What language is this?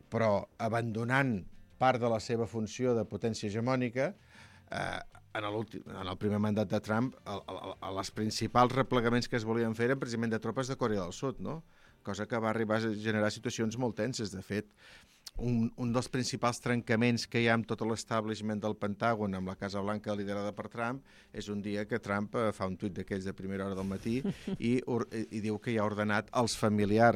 Catalan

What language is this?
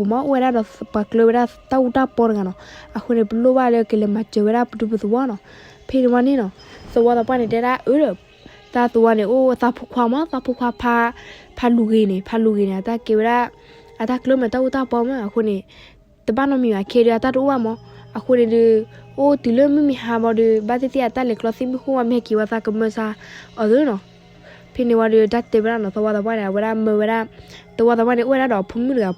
S'gaw Karen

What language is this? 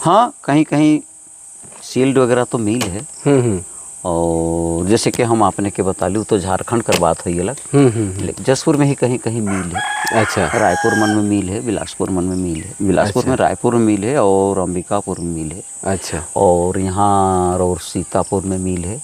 Sadri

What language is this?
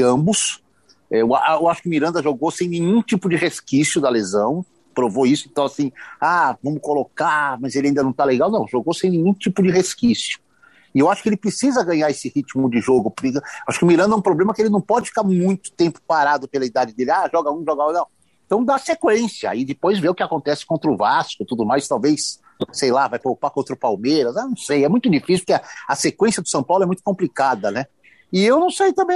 Portuguese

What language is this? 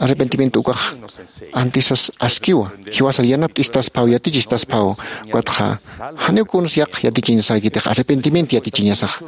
Aymara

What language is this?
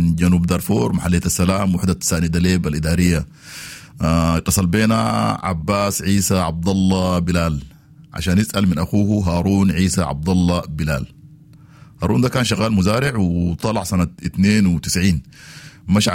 Sudanese Arabic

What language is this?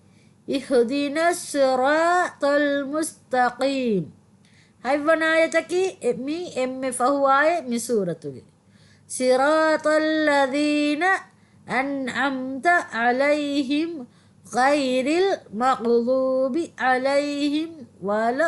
Divehi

